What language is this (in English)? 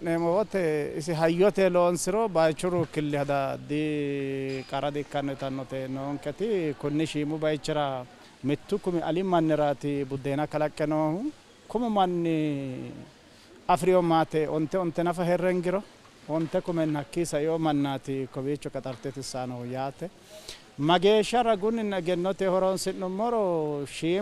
Sidamo